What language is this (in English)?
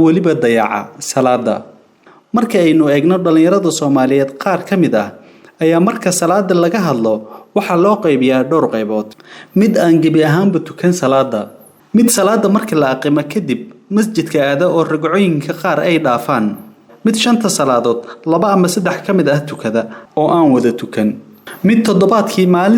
Somali